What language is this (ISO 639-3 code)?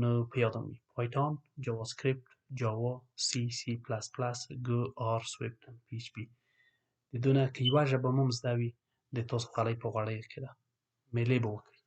pus